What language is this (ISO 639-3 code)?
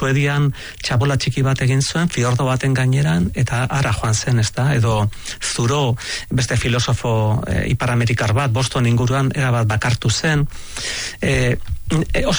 eus